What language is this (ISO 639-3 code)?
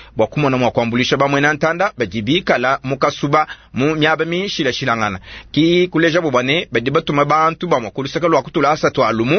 lua